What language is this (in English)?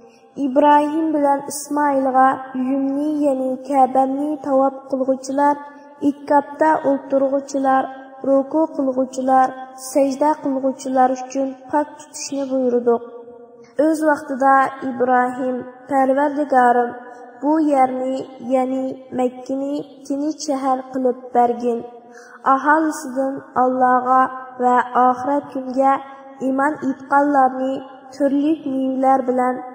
Uyghur